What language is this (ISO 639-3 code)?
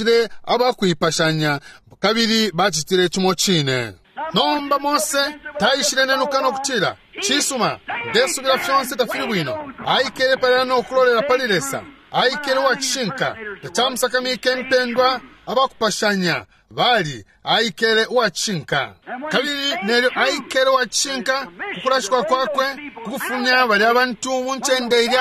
bem